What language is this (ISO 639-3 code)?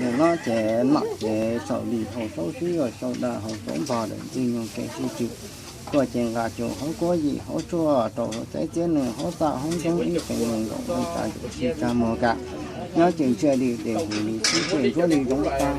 hmn